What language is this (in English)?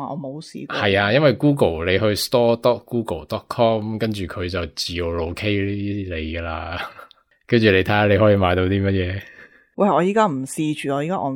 Cantonese